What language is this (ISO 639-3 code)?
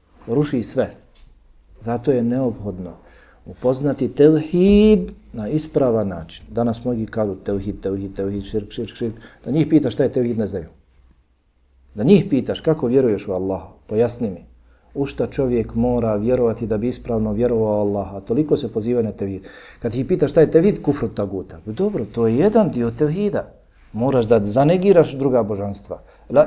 bos